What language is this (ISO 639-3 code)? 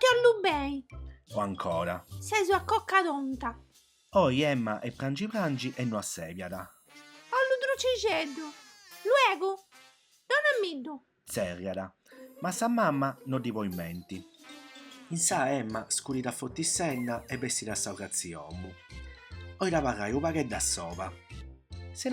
srd